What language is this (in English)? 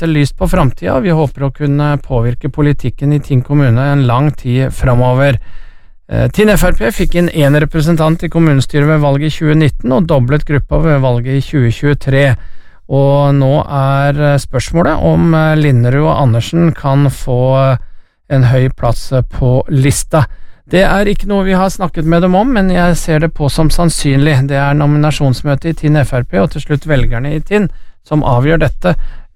Norwegian